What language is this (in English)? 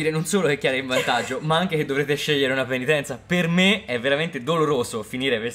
Italian